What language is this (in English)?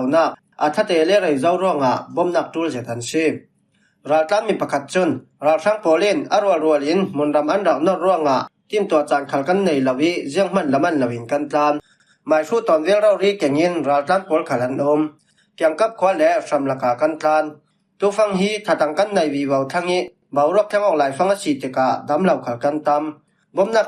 Falam Chin